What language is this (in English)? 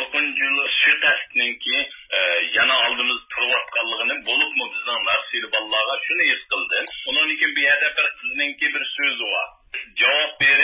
Uyghur